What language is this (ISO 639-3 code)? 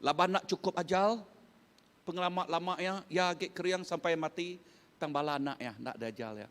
iba